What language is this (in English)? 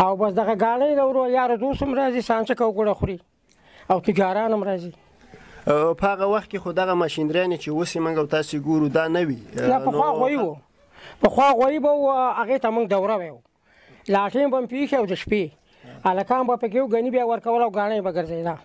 Pashto